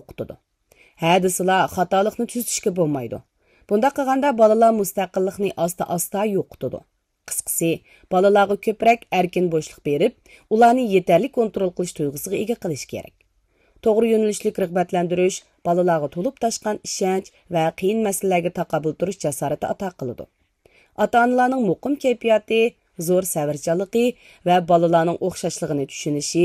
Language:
Uyghur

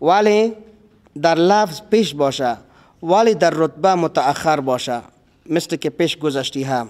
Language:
Persian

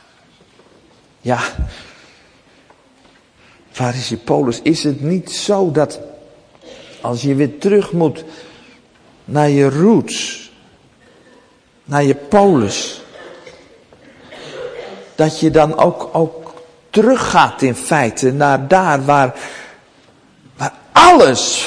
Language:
Dutch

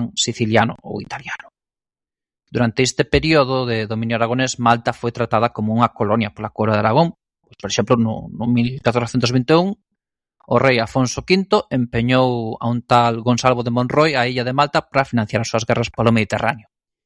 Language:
Galician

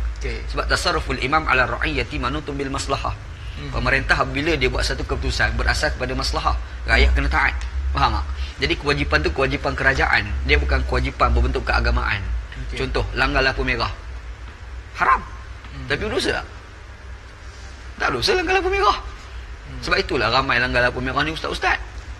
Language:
Malay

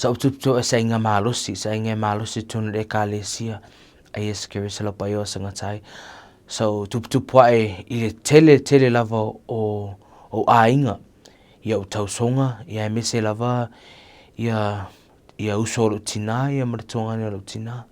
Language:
Samoan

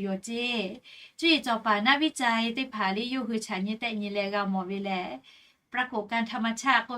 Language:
Lahu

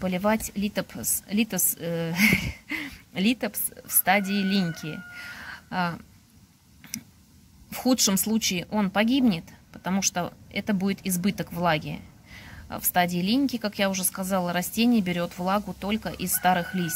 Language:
Russian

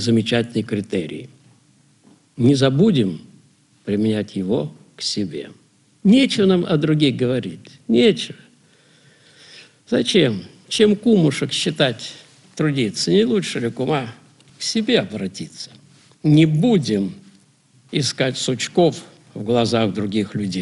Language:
Russian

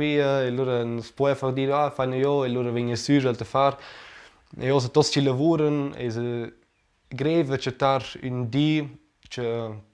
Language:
Romansh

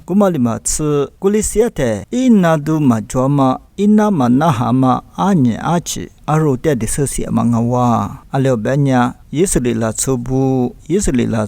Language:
Lisu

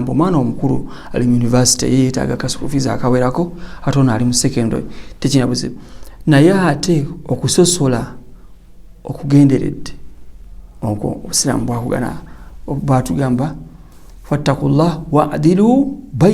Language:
Ganda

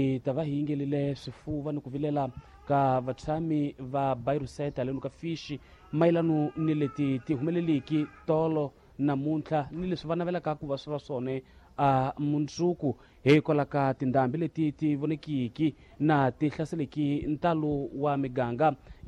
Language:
Tsonga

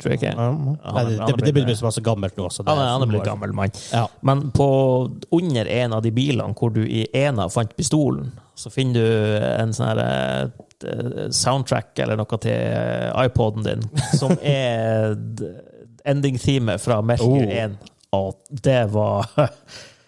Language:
Norwegian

